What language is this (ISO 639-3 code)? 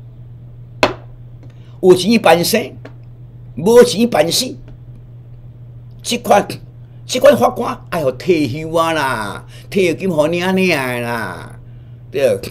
nan